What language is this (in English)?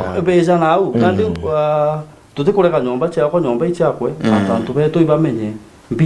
Meru